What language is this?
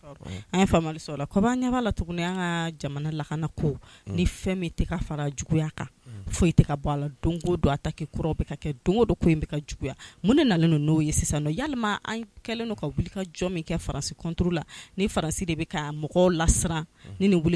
Bambara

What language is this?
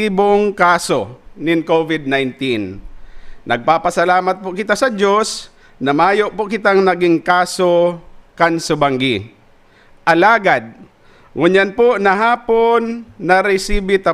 Bikol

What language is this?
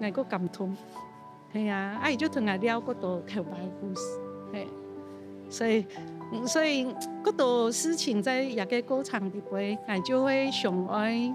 Hakka Chinese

